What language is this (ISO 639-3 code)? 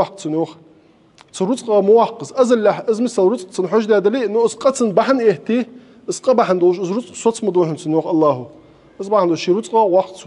inh